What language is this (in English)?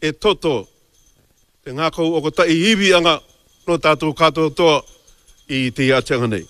Māori